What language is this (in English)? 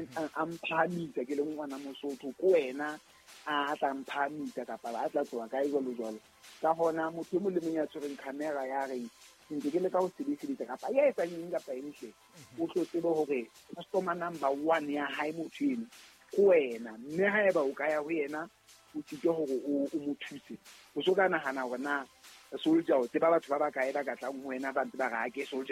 Southern Sotho